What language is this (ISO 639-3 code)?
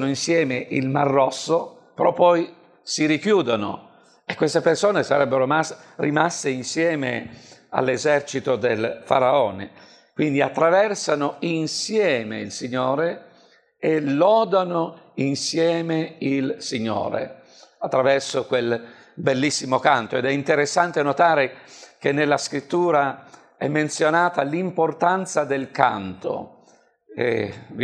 ita